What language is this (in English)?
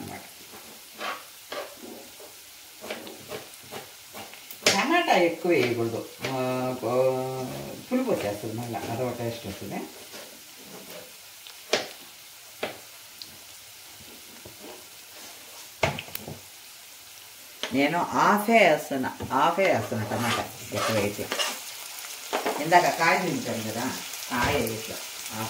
Telugu